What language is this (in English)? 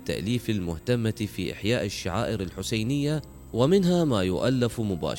Arabic